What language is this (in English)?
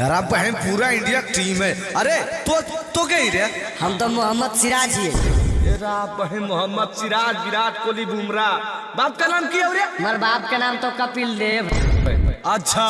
Magahi